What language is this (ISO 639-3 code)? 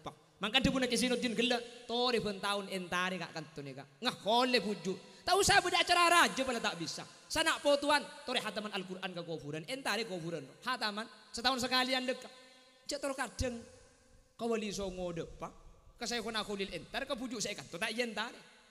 mad